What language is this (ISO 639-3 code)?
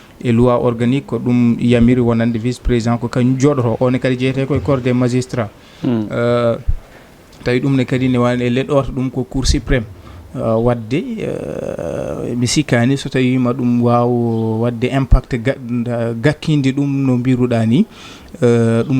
ful